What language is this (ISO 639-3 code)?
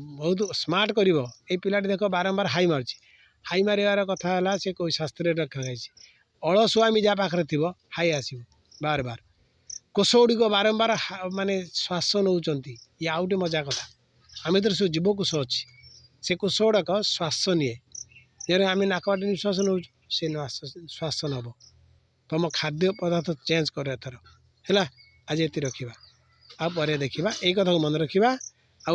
ori